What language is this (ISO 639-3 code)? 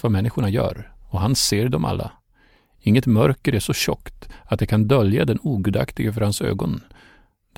swe